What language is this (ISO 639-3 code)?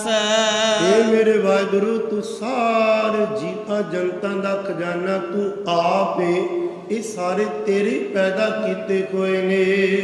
pan